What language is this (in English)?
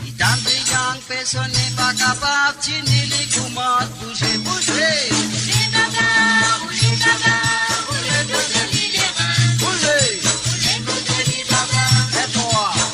Morisyen